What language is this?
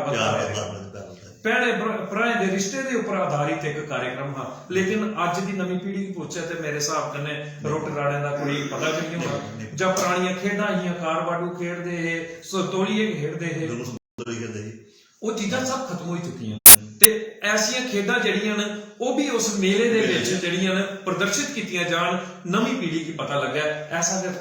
Dogri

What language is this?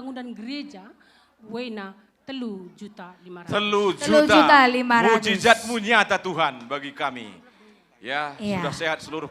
Batak Karo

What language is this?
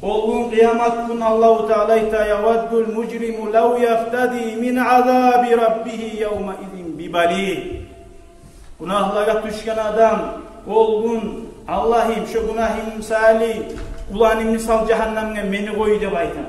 Kumyk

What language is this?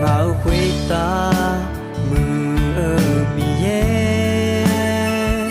Akha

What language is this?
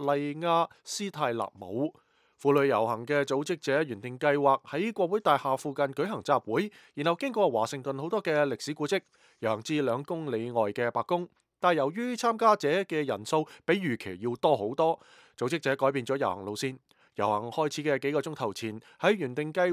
Cantonese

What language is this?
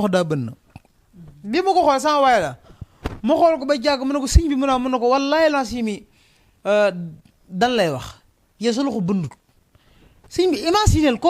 Wolof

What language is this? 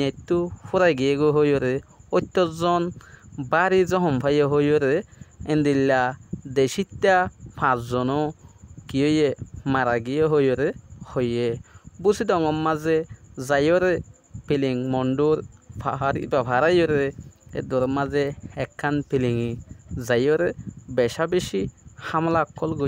Rohingya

